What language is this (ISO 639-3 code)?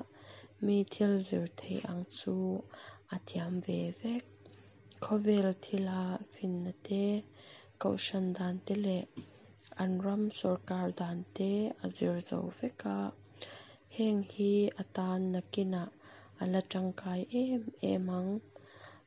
lus